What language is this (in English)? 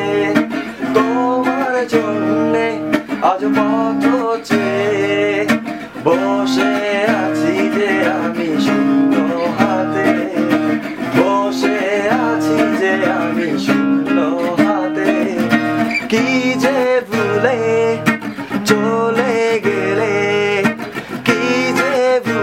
Bangla